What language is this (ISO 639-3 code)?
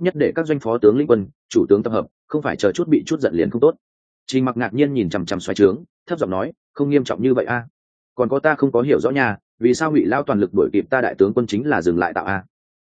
vie